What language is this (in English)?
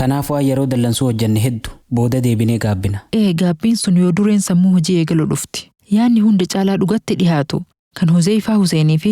Oromo